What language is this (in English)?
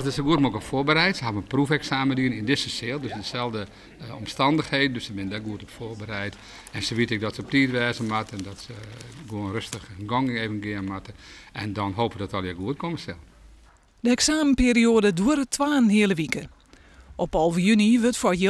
Western Frisian